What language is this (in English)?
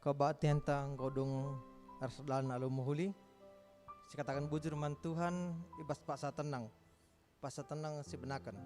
Batak Karo